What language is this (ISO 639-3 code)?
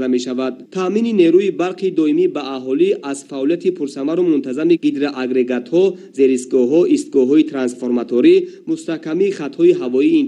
tgk